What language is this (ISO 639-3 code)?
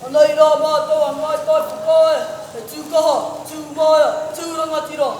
mri